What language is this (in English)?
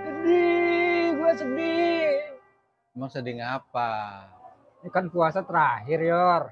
Betawi